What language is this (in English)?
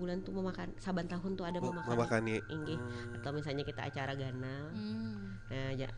Banjar